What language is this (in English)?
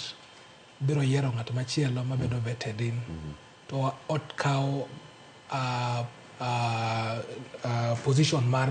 Luo (Kenya and Tanzania)